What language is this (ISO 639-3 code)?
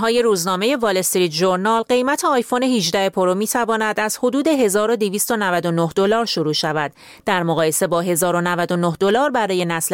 fas